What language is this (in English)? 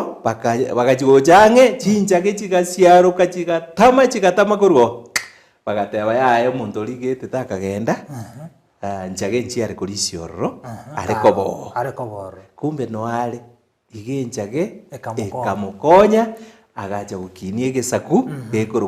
Gusii